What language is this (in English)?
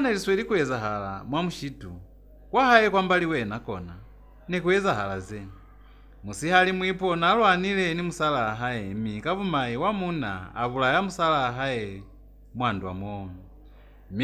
Lozi